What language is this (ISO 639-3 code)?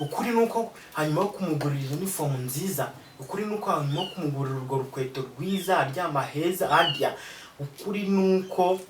kin